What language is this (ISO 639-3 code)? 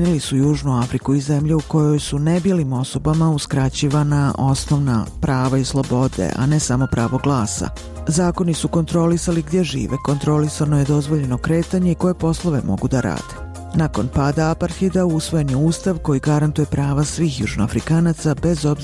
bos